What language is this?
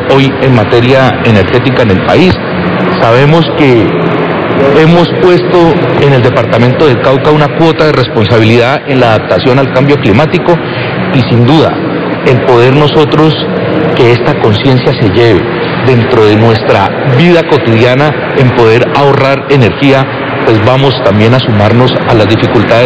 Spanish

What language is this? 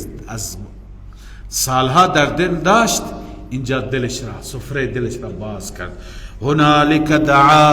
Persian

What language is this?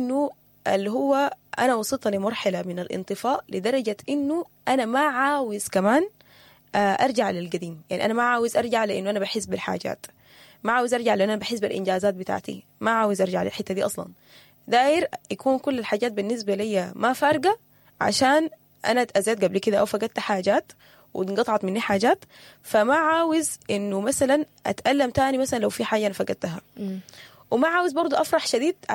Sudanese Arabic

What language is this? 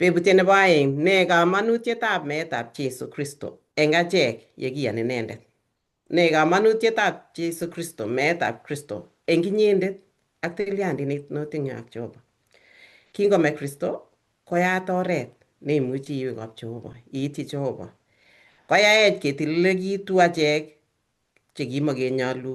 Kalenjin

